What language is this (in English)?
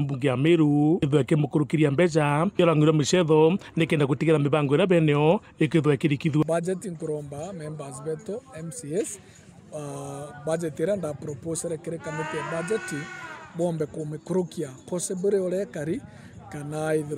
Meru